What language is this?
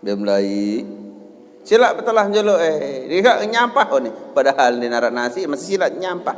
Sasak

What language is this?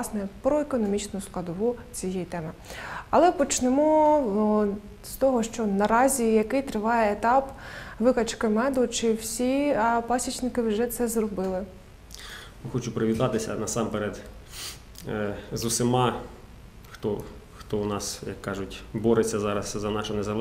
Ukrainian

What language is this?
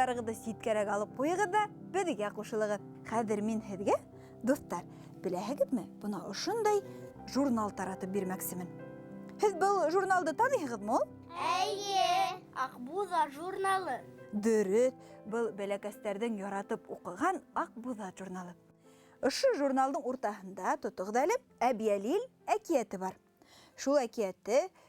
Bashkir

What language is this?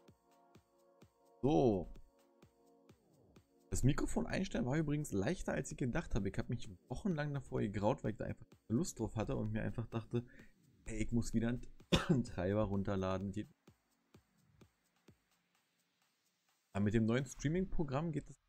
German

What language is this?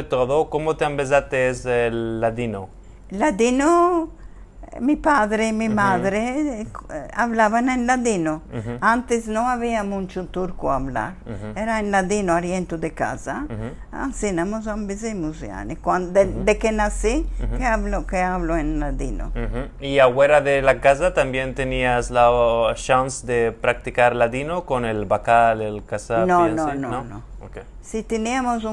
Ladino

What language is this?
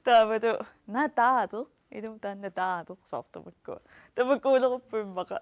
Kalaallisut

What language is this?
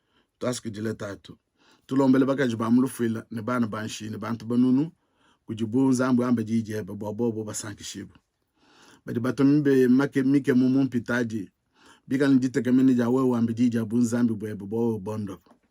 Luba-Lulua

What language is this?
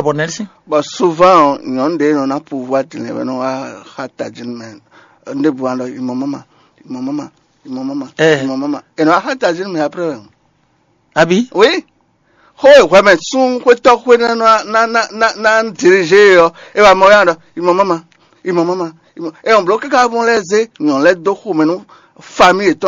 Fon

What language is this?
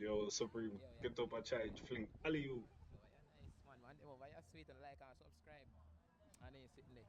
Jamaican Creole English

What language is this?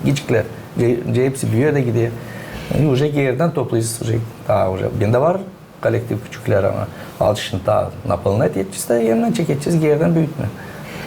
Gagauz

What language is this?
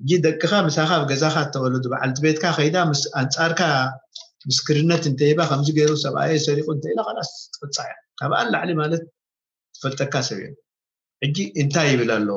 Tigrinya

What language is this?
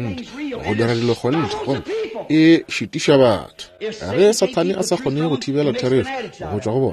Northern Sotho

